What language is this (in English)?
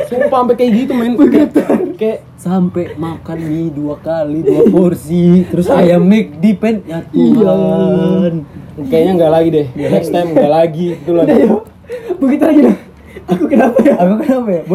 Indonesian